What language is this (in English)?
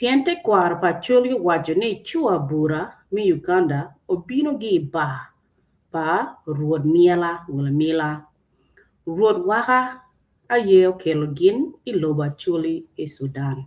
Acoli